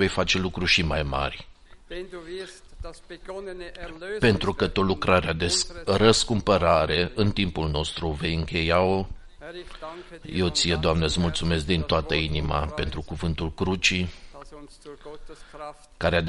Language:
Romanian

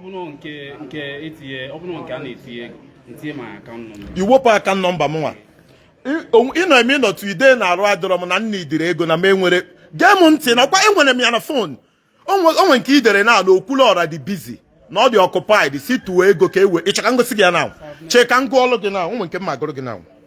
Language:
Igbo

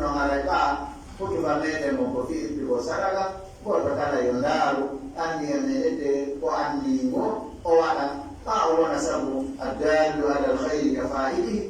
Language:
Pular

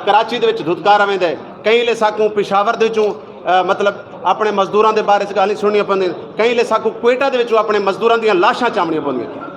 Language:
Saraiki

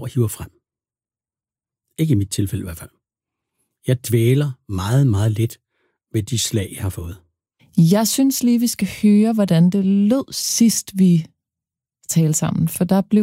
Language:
Danish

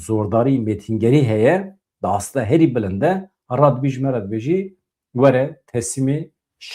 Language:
Kurdish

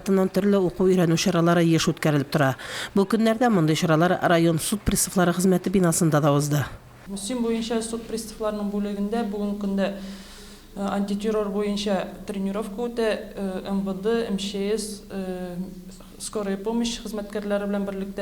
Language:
Tatar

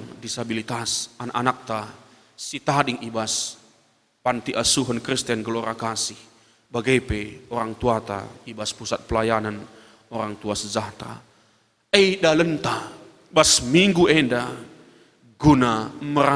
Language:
Batak Karo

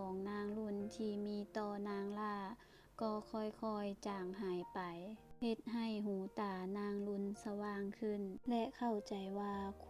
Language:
Lao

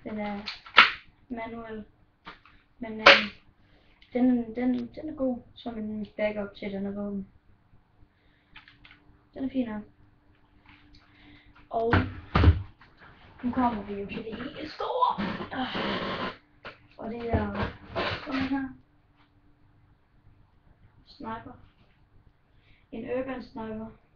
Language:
Danish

